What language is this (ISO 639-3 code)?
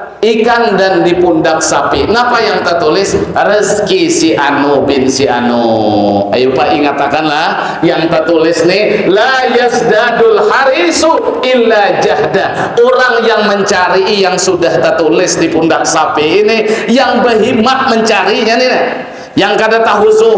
bjn